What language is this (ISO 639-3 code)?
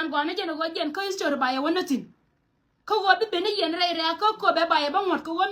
nus